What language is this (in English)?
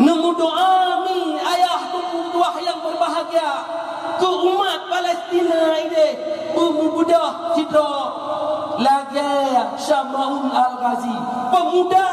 Achinese